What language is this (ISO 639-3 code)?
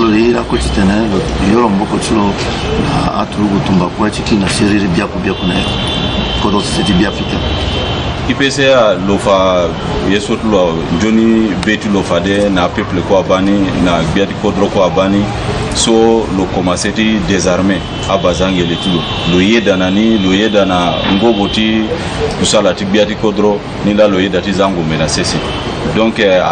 sag